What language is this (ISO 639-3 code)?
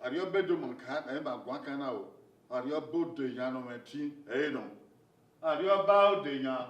bin